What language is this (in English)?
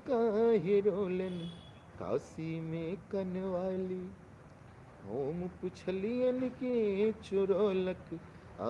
Maithili